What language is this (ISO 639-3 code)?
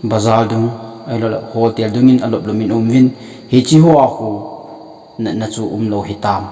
tcz